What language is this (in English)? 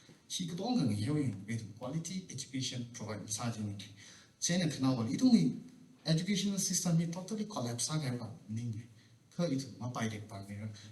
Tangkhul Naga (India)